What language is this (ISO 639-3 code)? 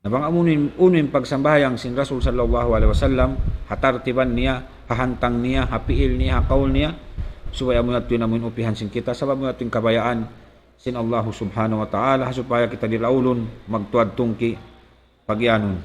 tsg